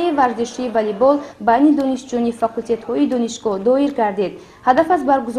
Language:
Tajik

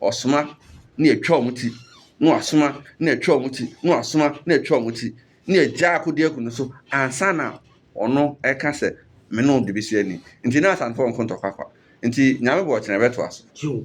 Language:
Akan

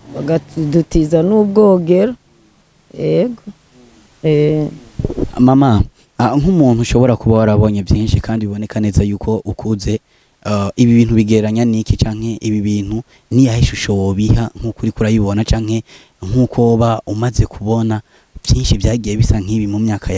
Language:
Rundi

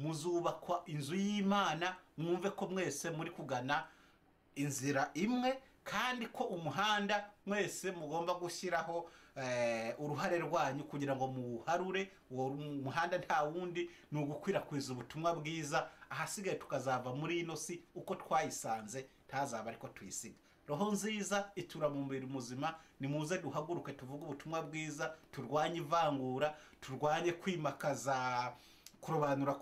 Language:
Kinyarwanda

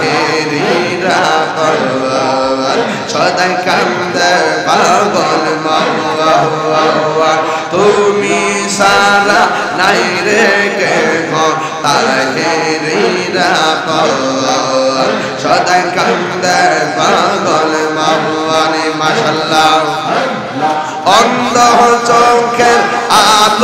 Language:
Bangla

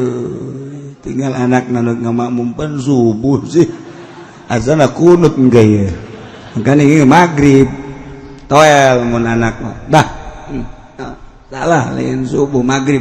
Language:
Sundanese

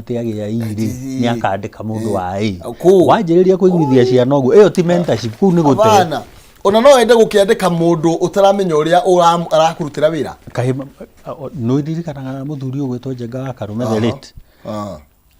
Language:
Kikuyu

